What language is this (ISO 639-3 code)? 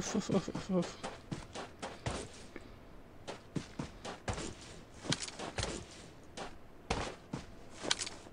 ara